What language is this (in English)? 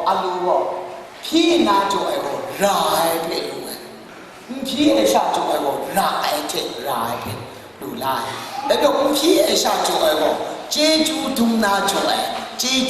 Kachin